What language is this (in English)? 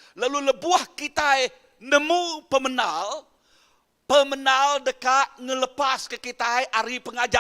Iban